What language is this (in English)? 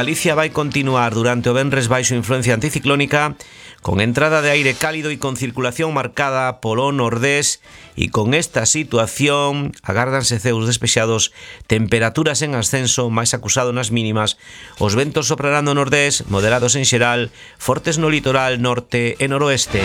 Galician